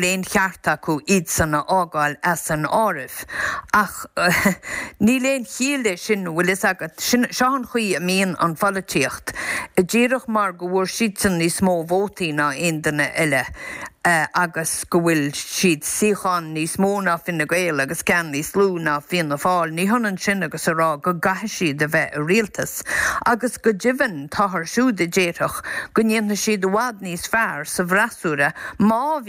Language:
Irish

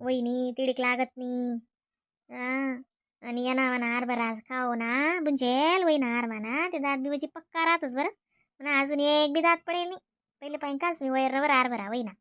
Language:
Khandesi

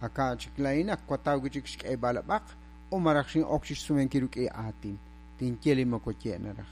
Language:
Kekchí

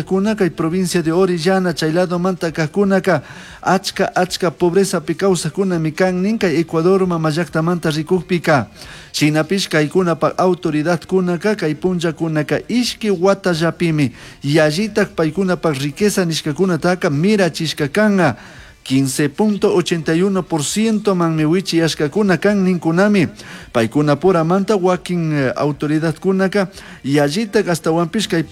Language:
Chimborazo Highland Quichua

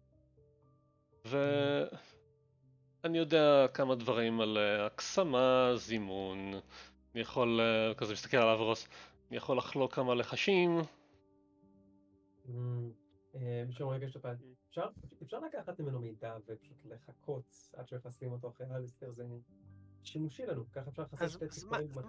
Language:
Hebrew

